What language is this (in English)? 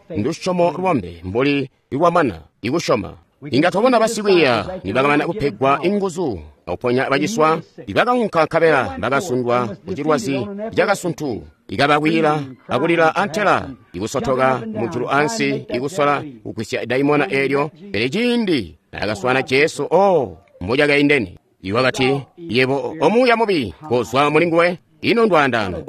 Tonga (Zambia)